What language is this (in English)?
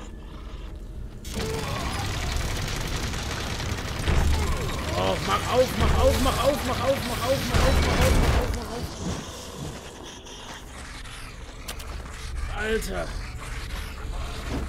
German